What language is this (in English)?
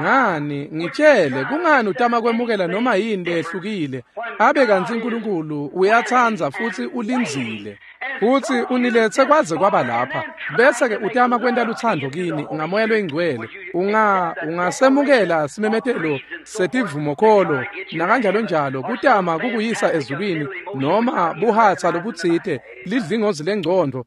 Swati